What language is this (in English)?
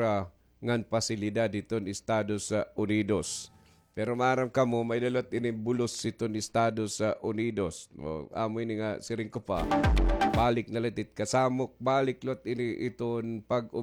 Waray